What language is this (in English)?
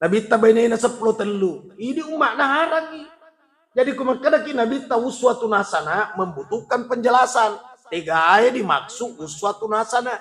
Buginese